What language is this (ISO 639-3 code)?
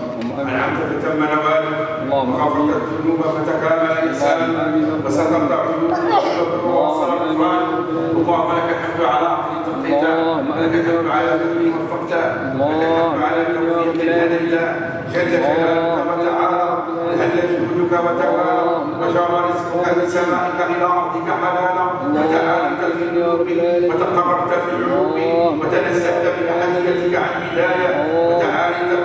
ara